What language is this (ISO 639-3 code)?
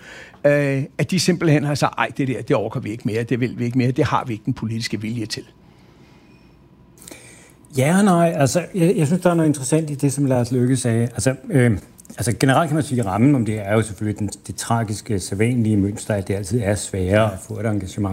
dan